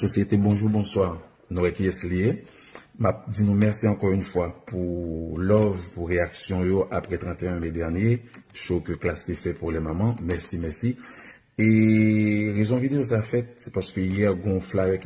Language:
Haitian Creole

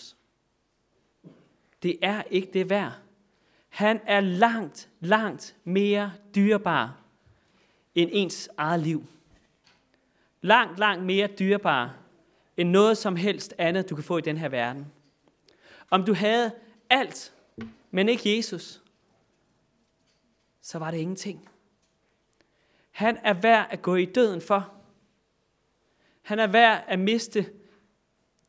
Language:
Danish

